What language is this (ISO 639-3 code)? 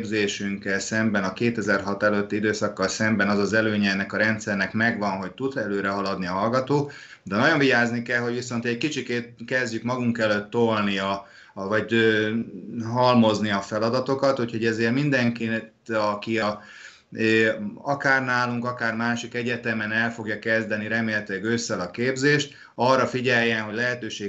hun